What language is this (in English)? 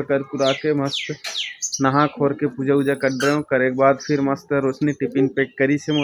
Chhattisgarhi